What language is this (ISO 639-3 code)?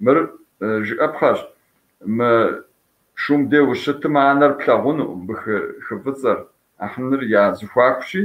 kbd